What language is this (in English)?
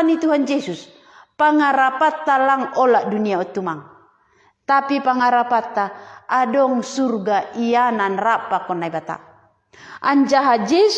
Batak Simalungun